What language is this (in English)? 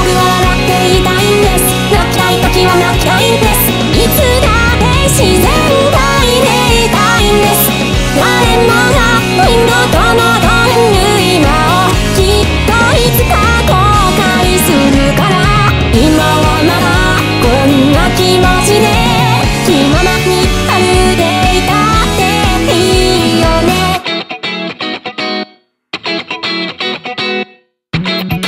Japanese